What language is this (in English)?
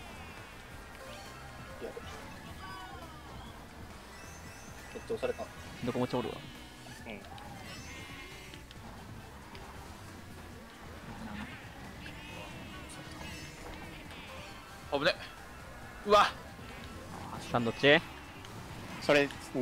Japanese